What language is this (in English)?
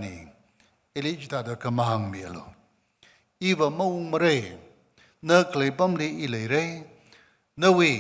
Tangkhul Naga (India)